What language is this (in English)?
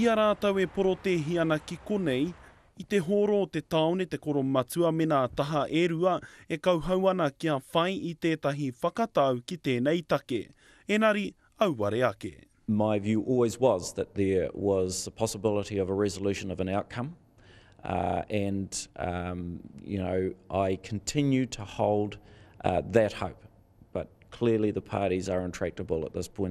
Māori